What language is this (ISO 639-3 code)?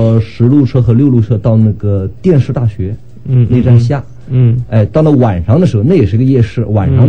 zho